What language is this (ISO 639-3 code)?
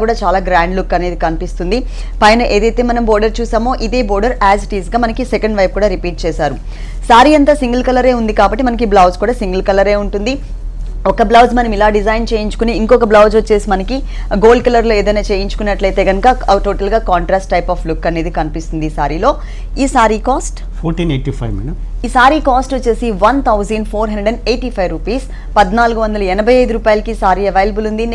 tel